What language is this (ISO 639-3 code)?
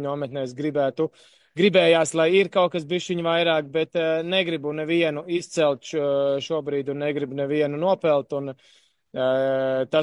lav